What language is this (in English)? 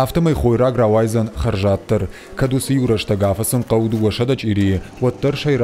Ossetic